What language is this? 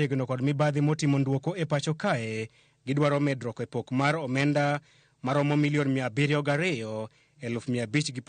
Luo (Kenya and Tanzania)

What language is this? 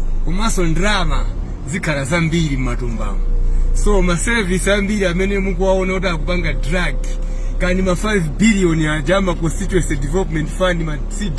Nyanja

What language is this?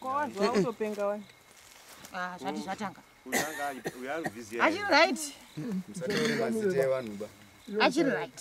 Shona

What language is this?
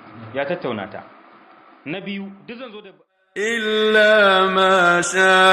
Hausa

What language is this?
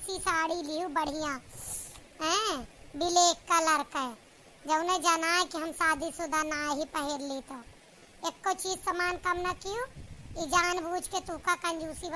Awadhi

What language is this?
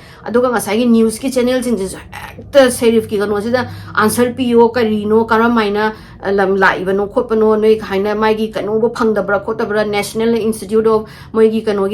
Manipuri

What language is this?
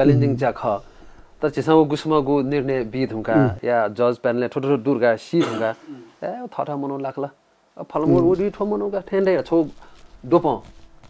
Newari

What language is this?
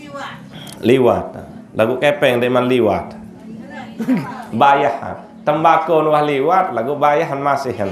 Sasak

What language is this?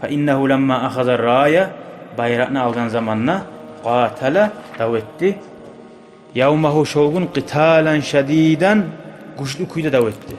Kumyk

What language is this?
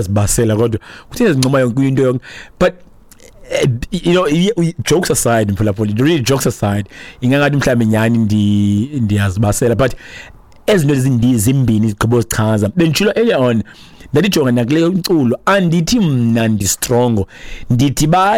Xhosa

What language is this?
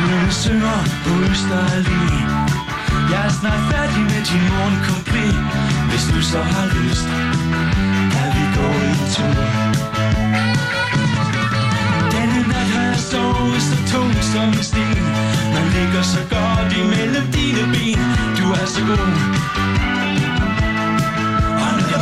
Danish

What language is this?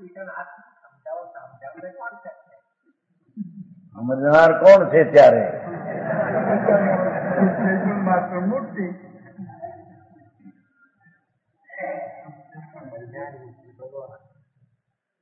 Gujarati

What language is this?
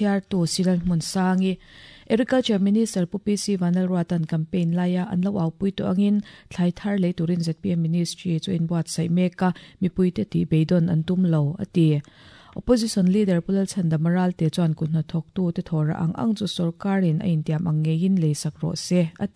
Mizo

